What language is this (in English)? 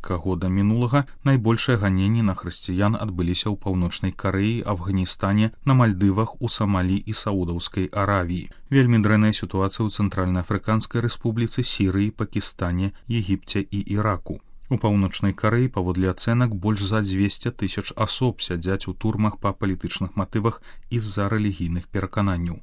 Belarusian